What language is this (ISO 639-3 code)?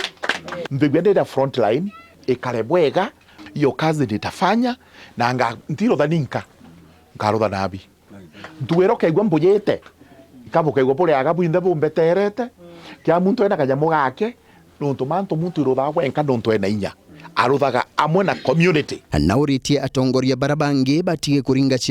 mer